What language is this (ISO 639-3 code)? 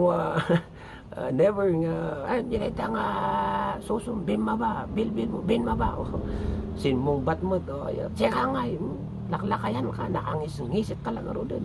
ilo